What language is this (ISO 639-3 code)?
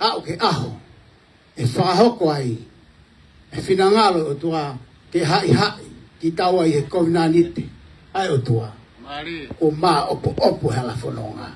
ton